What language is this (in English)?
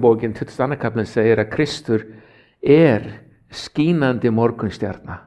Icelandic